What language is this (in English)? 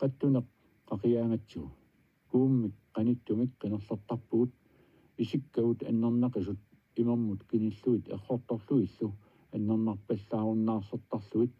Kalaallisut